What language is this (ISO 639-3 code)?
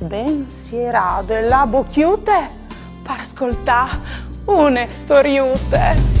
fur